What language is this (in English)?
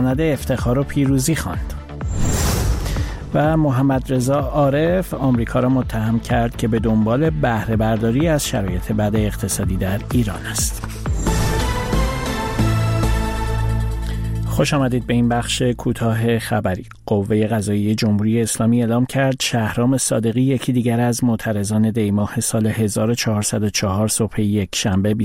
Persian